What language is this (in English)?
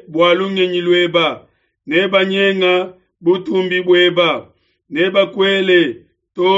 Luba-Lulua